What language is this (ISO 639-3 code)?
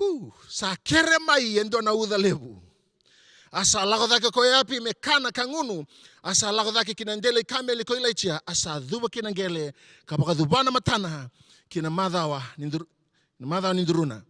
fij